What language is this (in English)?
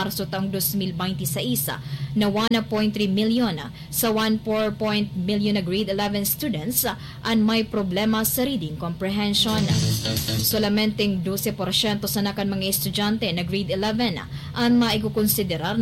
Bikol